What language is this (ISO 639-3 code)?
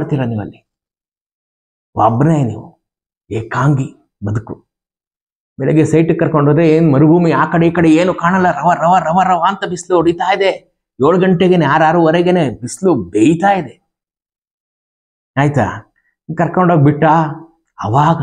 kan